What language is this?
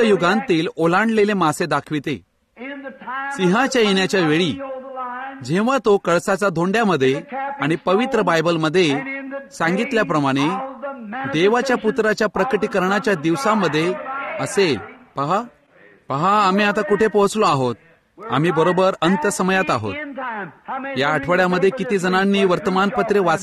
Marathi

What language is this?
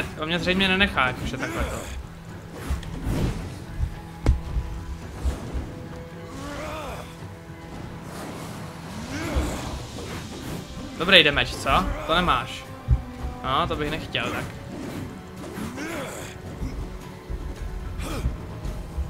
Czech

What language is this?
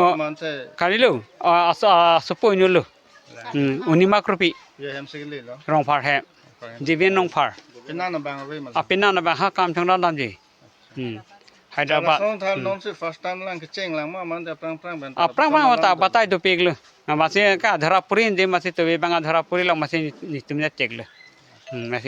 Karbi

